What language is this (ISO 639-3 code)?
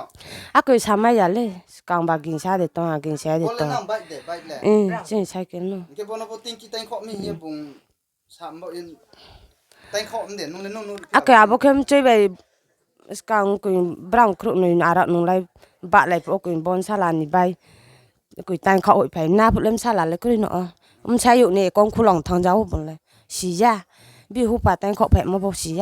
ria